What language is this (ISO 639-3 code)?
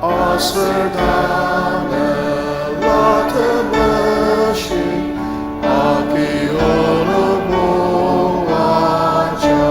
njo